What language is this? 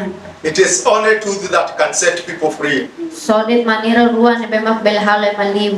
Tetum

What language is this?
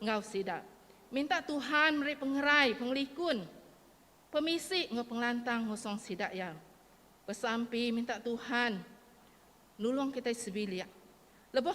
Iban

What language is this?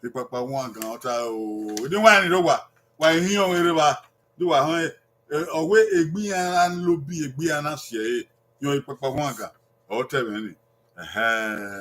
Bini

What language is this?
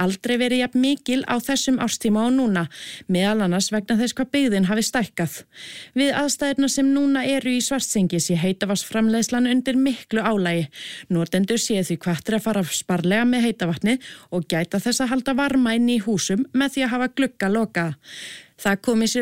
Icelandic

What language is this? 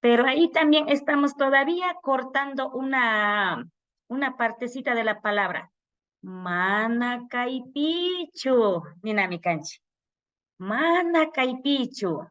Imbabura Highland Quichua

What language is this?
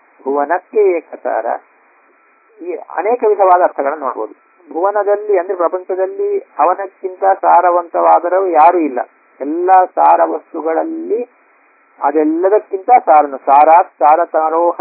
Kannada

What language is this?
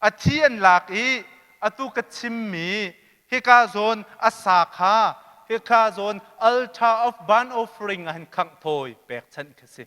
Hakha Chin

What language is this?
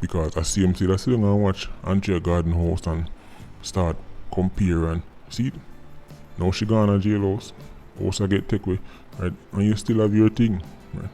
Jamaican Creole English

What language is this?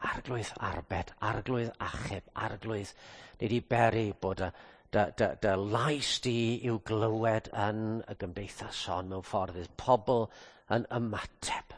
Welsh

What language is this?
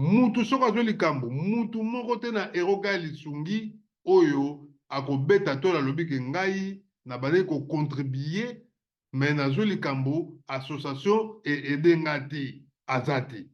Lingala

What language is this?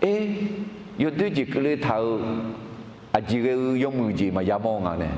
Akha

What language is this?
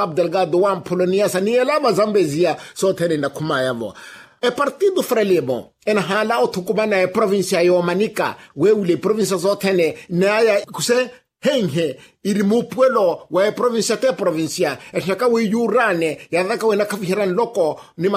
Makhuwa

